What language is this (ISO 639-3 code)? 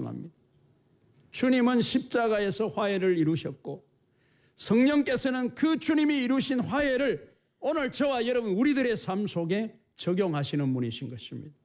kor